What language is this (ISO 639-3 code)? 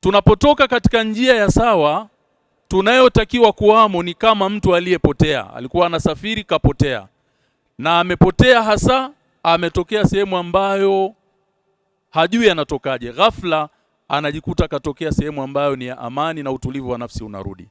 swa